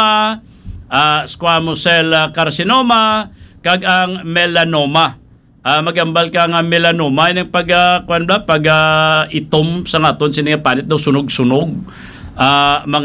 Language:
Hiligaynon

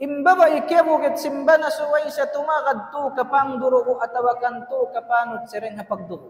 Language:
Tausug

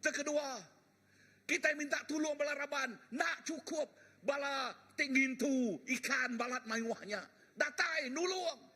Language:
Iban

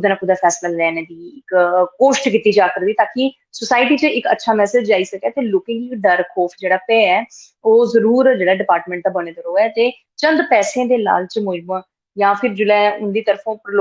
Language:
Dogri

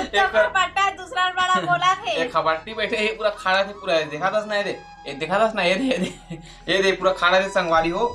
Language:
Chhattisgarhi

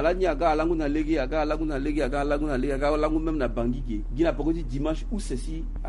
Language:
Sango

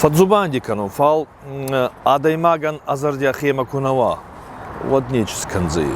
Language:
Ossetic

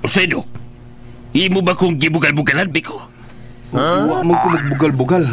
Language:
Cebuano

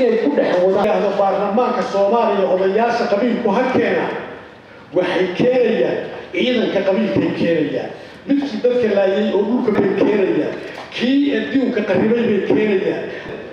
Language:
Somali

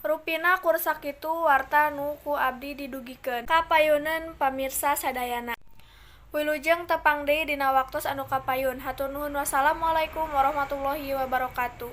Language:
Sundanese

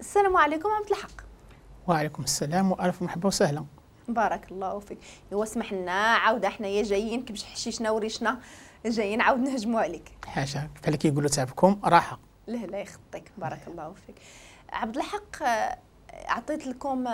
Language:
Moroccan Arabic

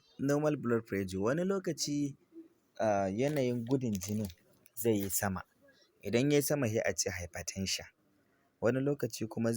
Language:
Hausa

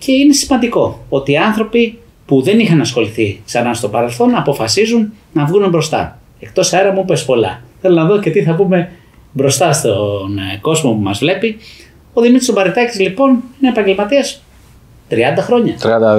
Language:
Greek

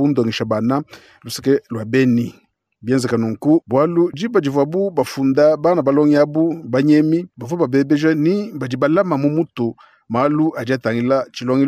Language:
Luba-Lulua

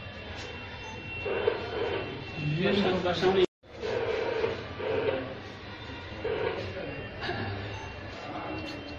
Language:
Kannada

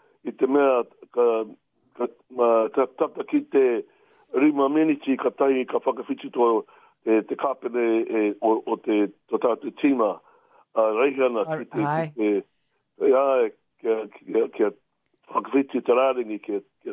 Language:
Māori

